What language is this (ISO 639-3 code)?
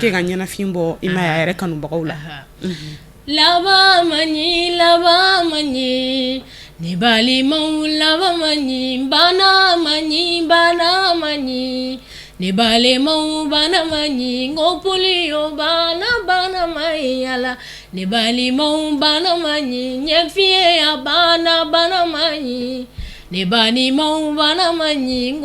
bam